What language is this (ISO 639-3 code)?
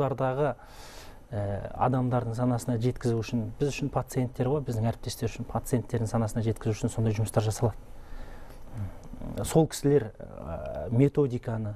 kaz